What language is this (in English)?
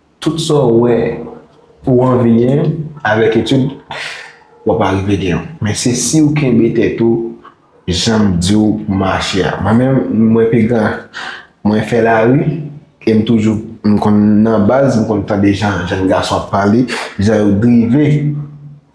Haitian Creole